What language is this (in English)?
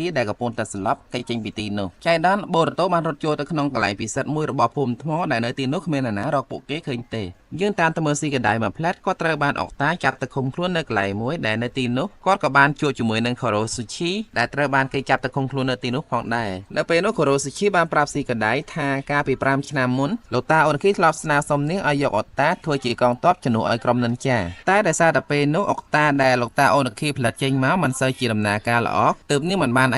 Khmer